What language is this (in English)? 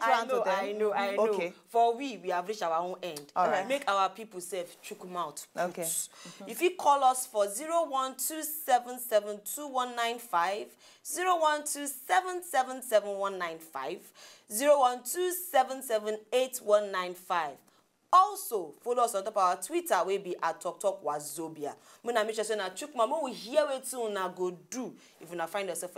Nigerian Pidgin